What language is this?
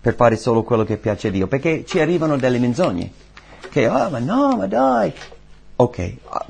Italian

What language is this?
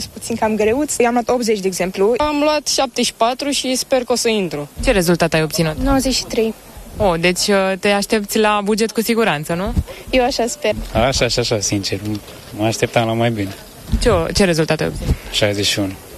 Romanian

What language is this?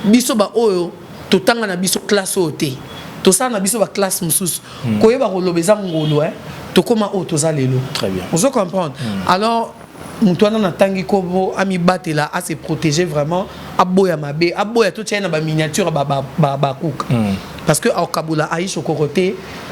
Lingala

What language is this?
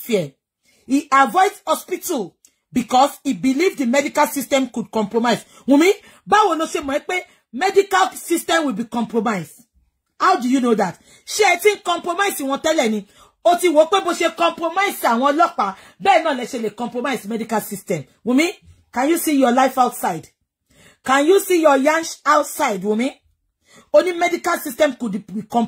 Yoruba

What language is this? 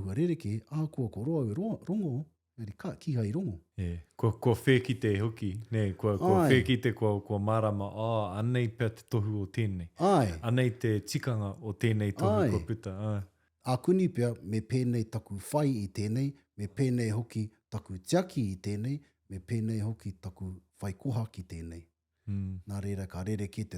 Māori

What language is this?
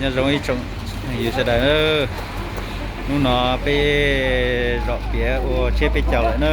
Hmong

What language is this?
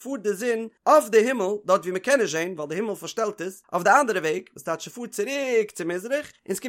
Yiddish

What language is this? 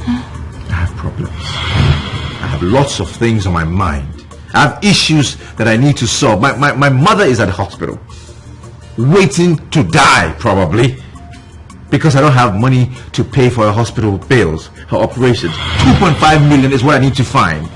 Nigerian Pidgin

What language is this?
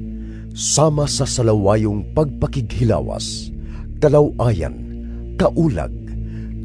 Cebuano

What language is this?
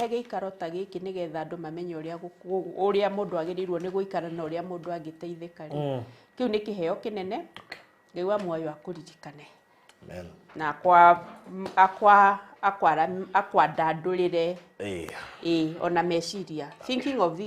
Kikuyu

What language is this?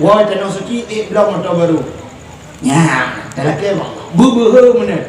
Achinese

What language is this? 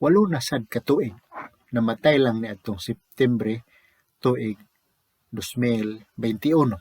Cebuano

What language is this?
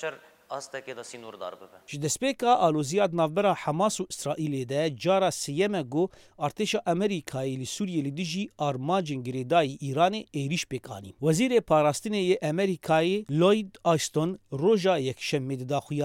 Kurdish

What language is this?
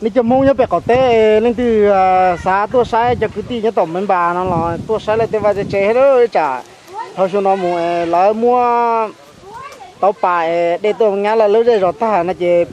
Hmong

